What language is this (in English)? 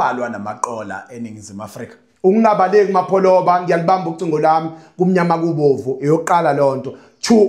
Zulu